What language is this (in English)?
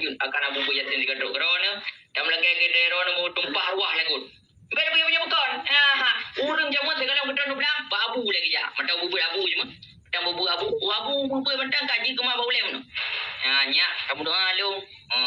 Achinese